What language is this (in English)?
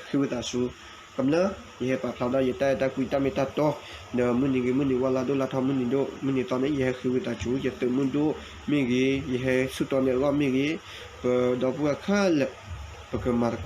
S'gaw Karen